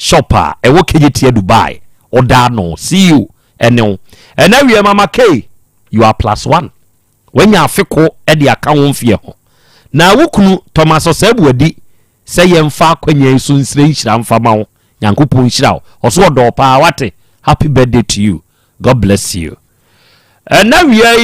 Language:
Akan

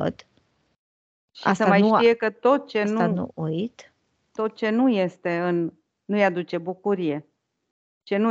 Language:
Romanian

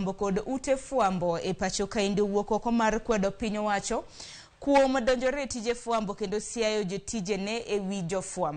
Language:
Luo (Kenya and Tanzania)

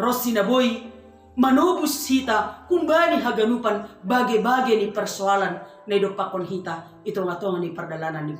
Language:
Batak Simalungun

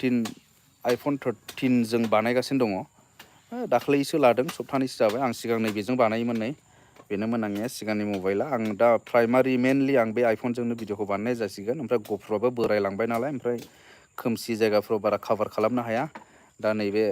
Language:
Bodo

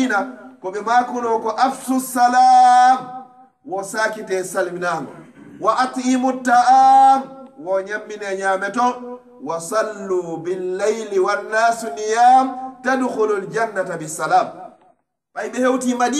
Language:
Pular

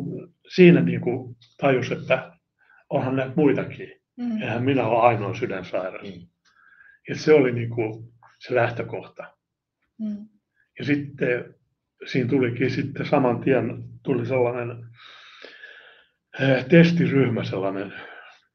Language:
Finnish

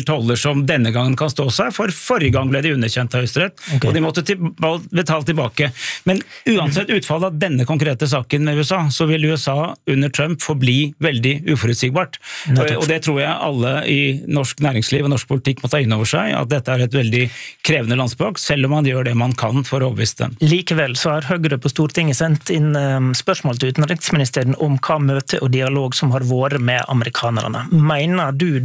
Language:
Norwegian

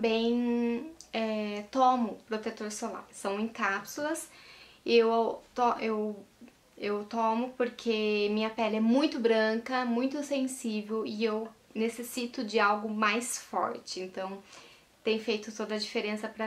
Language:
Portuguese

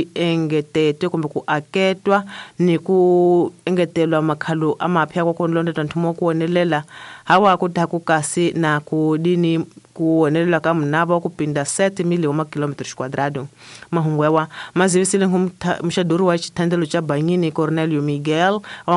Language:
Tsonga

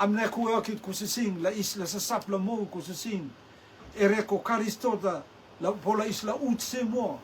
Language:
Rotuman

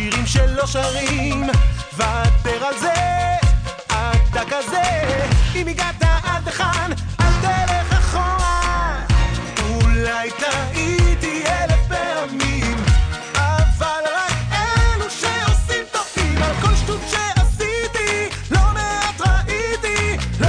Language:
Hebrew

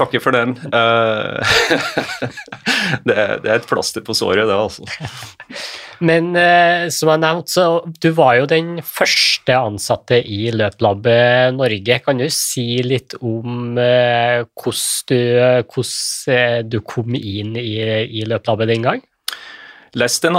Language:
Norwegian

